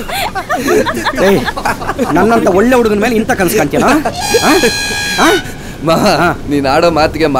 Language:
Kannada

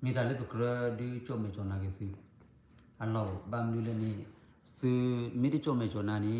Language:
S'gaw Karen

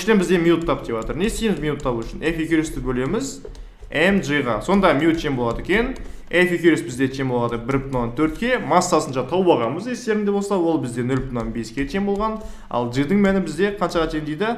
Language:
Kazakh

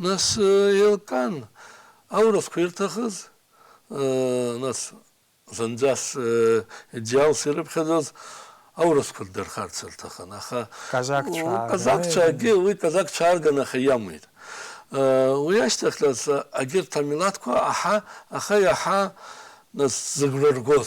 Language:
Abkhazian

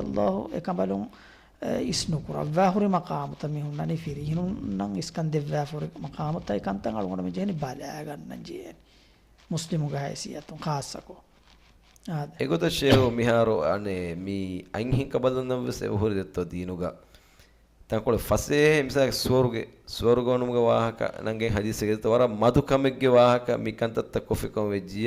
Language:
Divehi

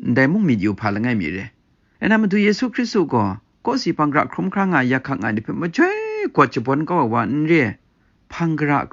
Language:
Kachin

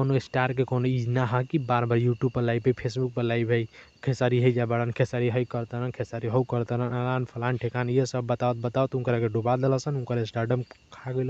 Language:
Bhojpuri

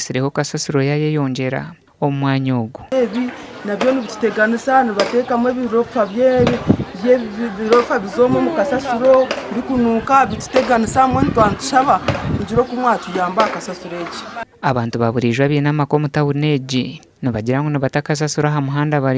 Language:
Nyankole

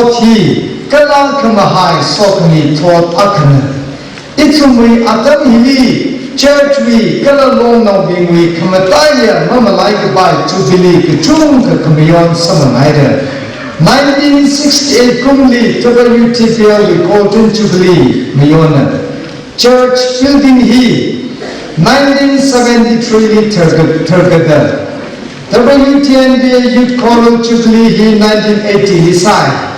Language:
Tangkhul Naga (India)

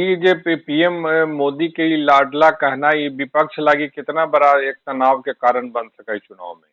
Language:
Magahi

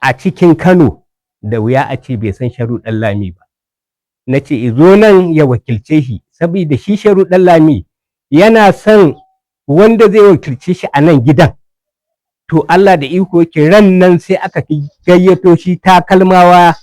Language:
Hausa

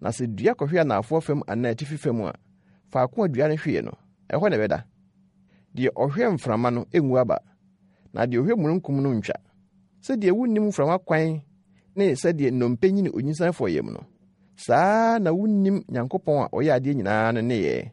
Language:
Akan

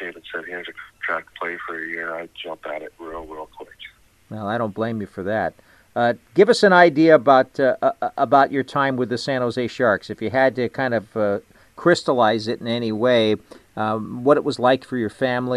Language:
English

